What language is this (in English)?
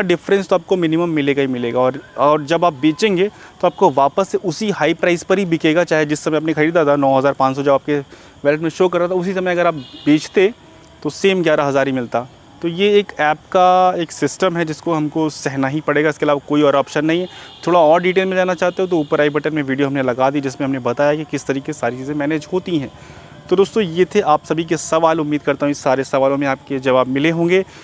Hindi